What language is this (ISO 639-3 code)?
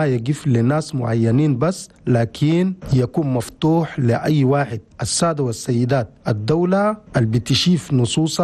shu